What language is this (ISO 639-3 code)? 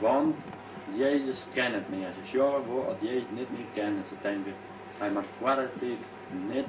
fry